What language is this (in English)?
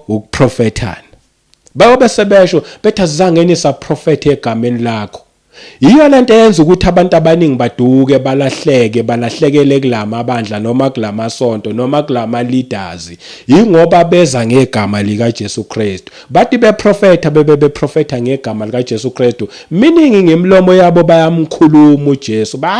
Zulu